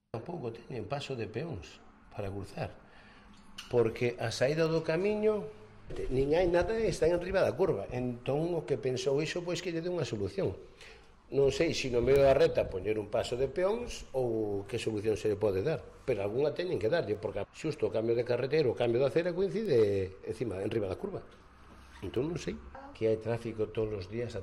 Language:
Galician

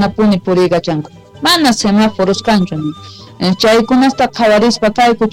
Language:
South Bolivian Quechua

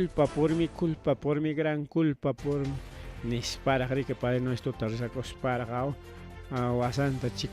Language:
Ayacucho Quechua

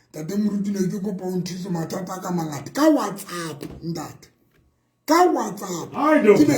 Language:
Southern Sotho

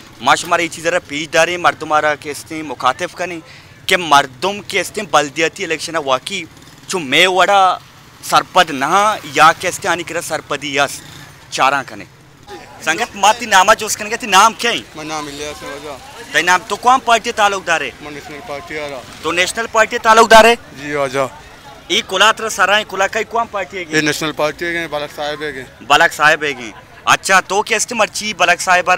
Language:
Baluchi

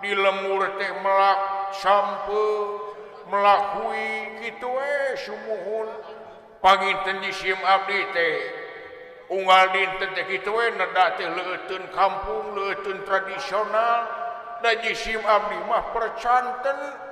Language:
Sundanese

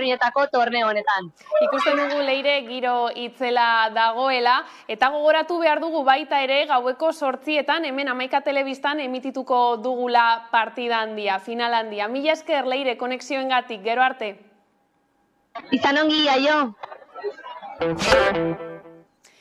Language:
Basque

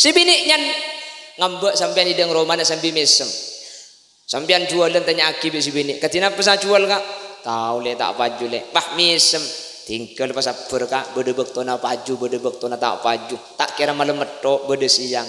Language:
Madurese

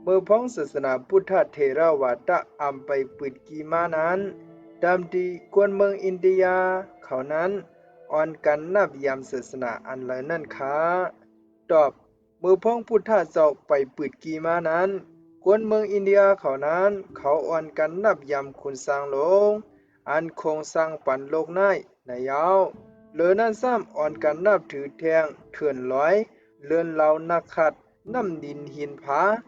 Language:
Shan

